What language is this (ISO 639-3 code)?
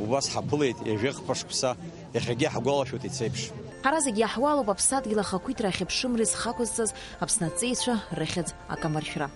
abk